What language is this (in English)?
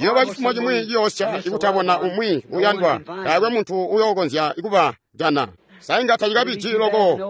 Tonga (Zambia)